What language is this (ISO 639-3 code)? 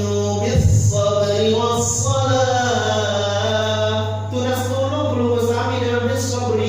sas